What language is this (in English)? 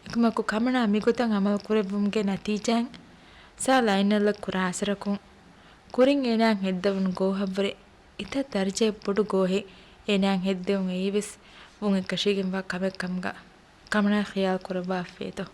Divehi